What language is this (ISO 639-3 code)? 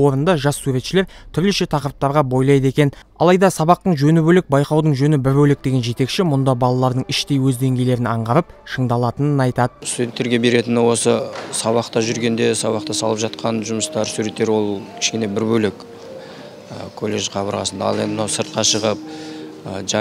kaz